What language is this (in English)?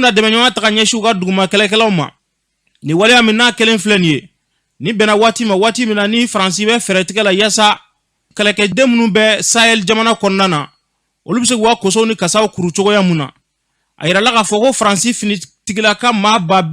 Bambara